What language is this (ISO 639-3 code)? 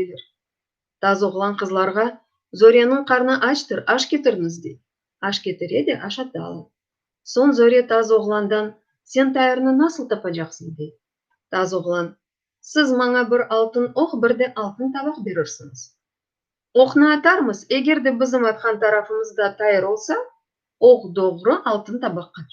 crh